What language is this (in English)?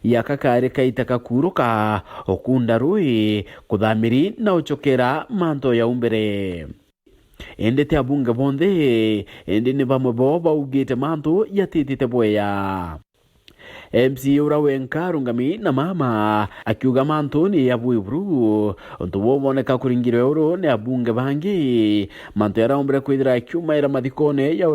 Meru